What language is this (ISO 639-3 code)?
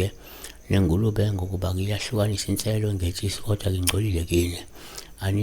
zul